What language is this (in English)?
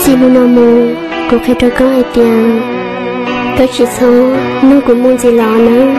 Hmong